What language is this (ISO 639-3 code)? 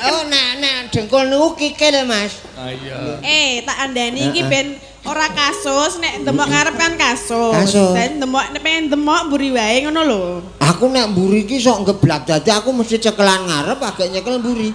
jav